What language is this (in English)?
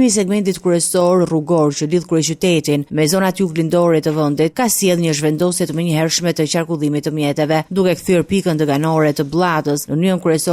Albanian